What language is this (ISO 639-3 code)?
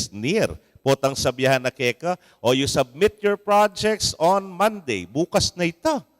pam